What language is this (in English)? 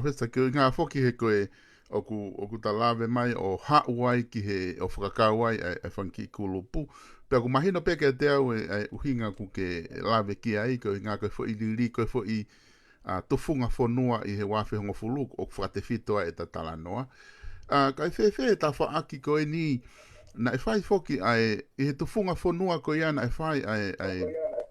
Tongan